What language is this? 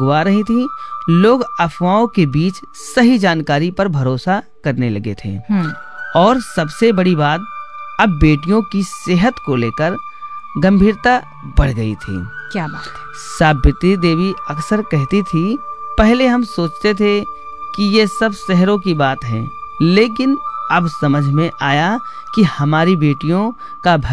Hindi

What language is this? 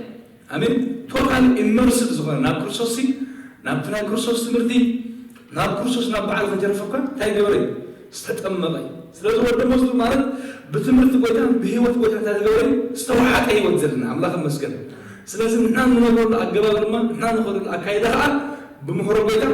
Tigrinya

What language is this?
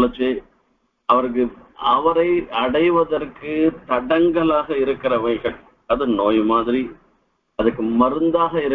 Tamil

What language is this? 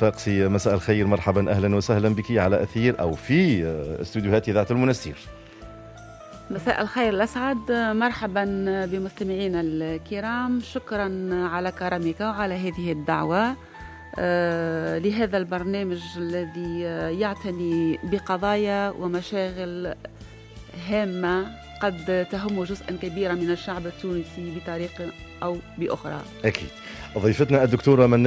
Tunisian Arabic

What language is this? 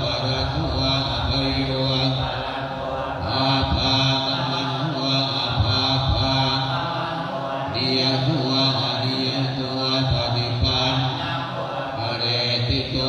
Pali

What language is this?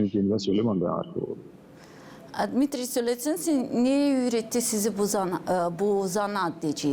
Gagauz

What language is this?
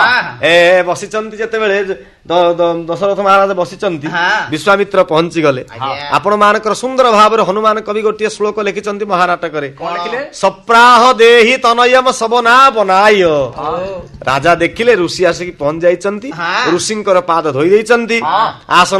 Odia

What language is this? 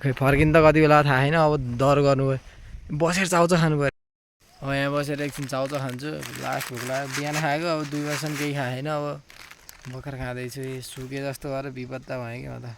Nepali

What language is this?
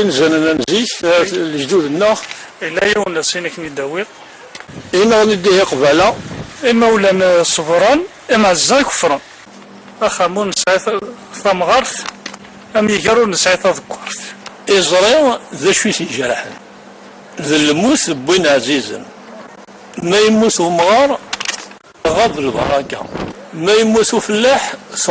Kabyle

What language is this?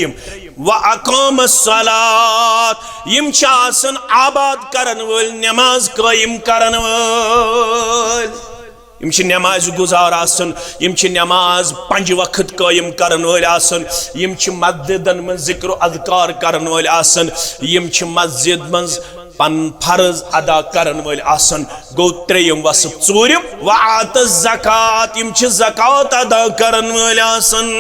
Kashmiri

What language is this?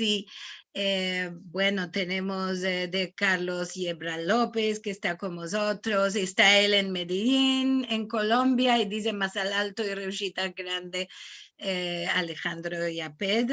Ladino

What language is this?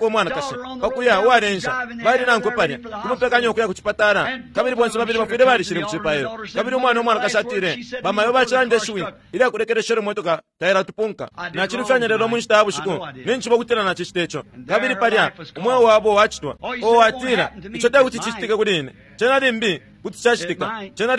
Bemba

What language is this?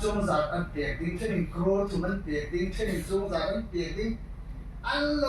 Hmar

